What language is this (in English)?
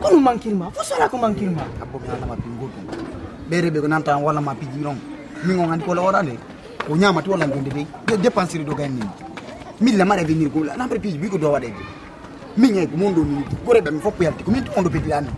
Fula